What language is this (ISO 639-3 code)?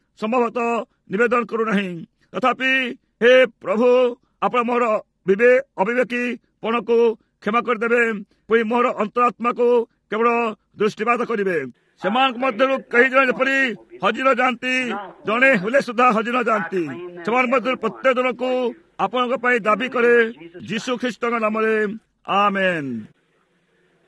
ori